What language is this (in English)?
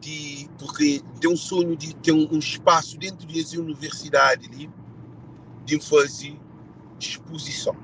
Kabuverdianu